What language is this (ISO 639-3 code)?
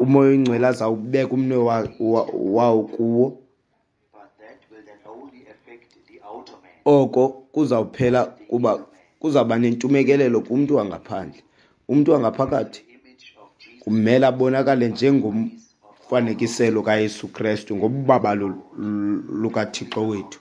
xho